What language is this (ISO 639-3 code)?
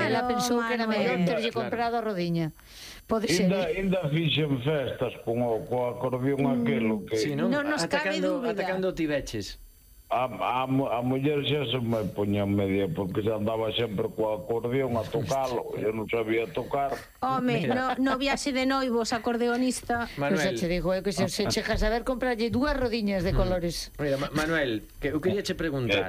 glg